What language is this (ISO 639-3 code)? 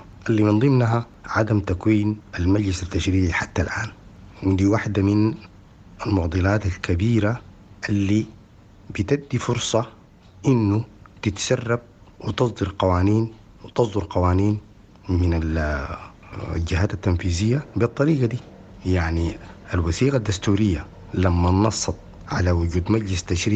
apd